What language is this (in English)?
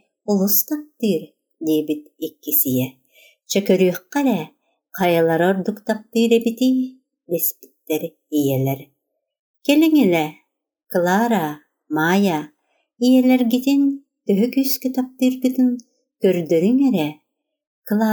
Yakut